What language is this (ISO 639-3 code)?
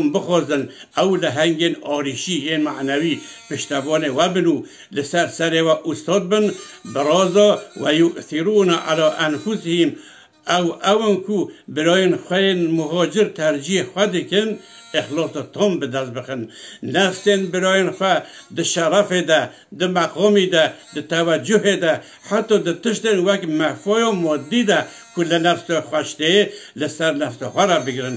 kur